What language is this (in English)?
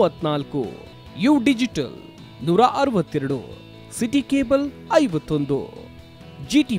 Kannada